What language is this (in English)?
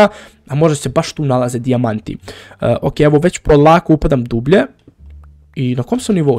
Croatian